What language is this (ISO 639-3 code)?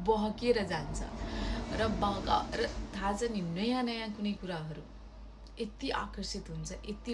nep